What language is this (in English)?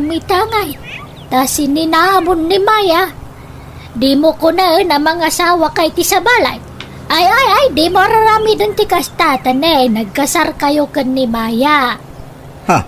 Iloko